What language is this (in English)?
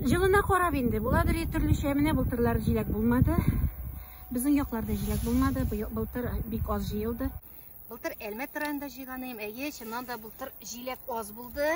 Tatar